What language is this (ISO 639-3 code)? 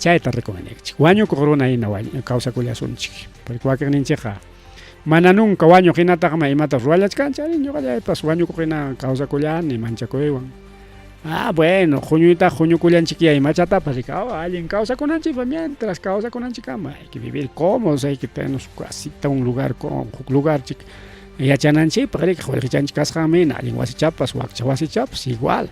quy